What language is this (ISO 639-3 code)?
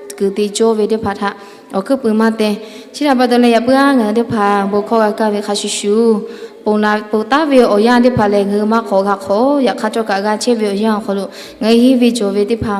lhu